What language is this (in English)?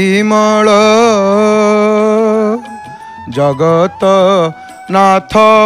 Odia